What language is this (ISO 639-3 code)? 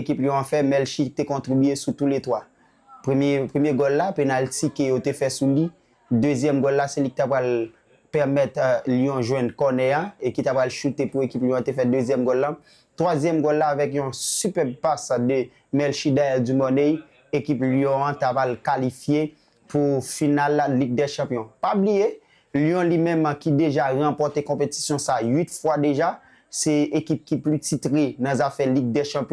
hat